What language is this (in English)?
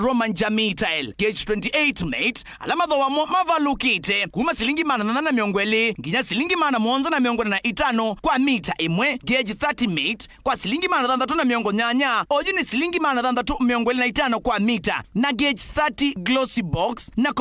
Kamba